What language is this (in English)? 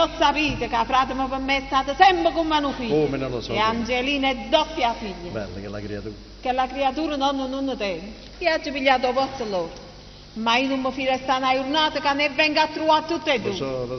Neapolitan